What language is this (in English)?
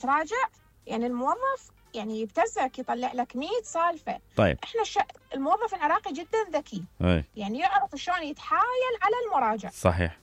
Mesopotamian Arabic